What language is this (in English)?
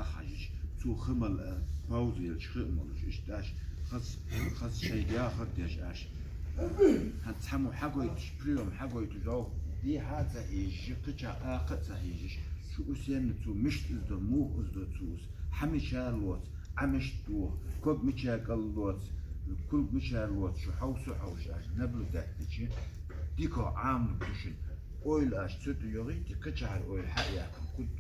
Chechen